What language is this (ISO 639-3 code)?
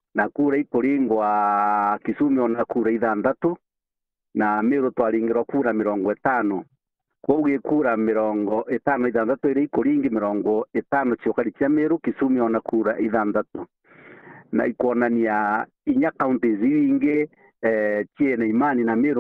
mer